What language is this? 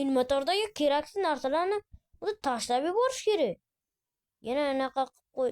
Uzbek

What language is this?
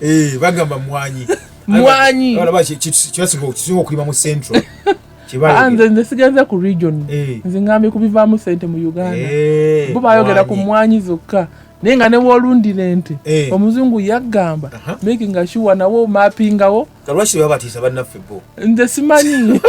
Ganda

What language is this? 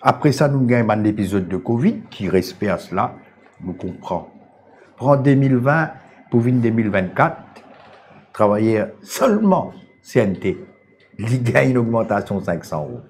Morisyen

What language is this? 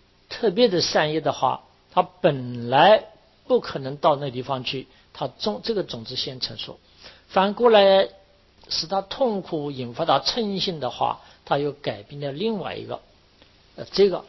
Chinese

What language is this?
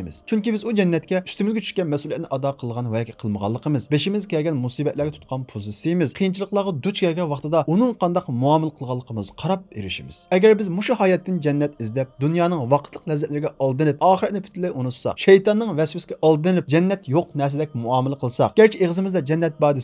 Uyghur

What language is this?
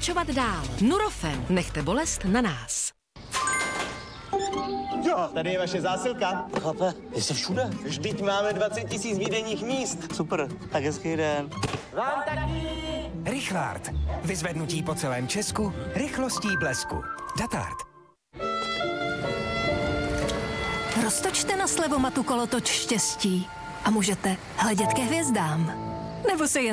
Czech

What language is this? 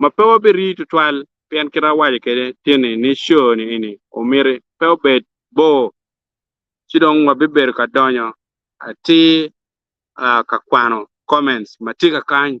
Acoli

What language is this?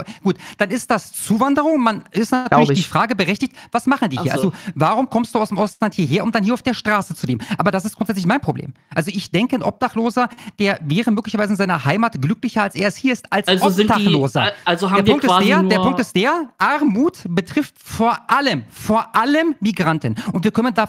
German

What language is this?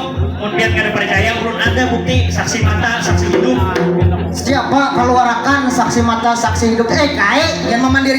Banjar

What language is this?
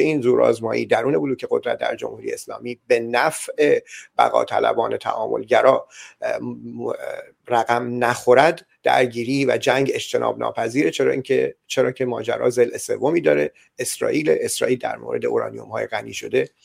Persian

